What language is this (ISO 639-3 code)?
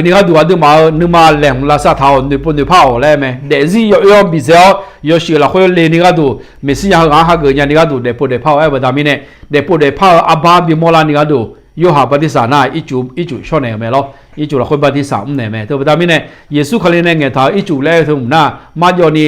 ahk